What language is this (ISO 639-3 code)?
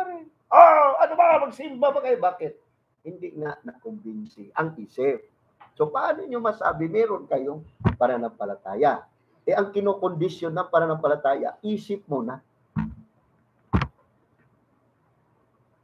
fil